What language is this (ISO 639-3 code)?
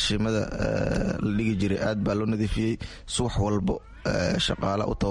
som